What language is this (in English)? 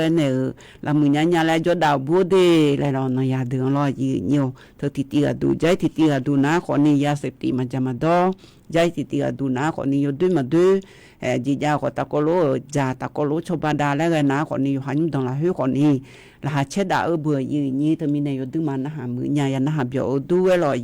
Akha